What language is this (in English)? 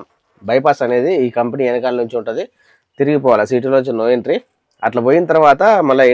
Telugu